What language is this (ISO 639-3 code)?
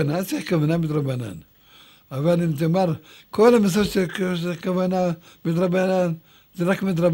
heb